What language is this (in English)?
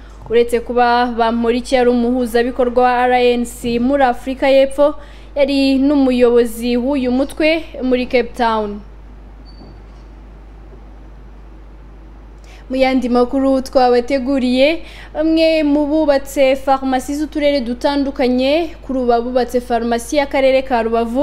Kinyarwanda